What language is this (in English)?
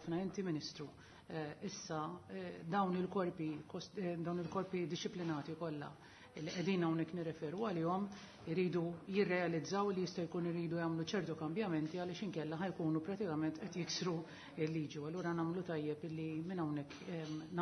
Maltese